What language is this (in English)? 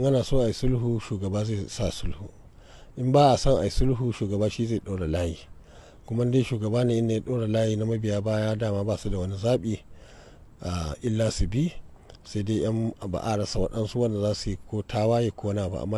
Hausa